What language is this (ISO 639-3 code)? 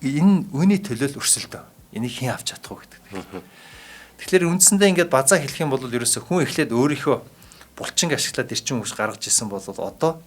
mon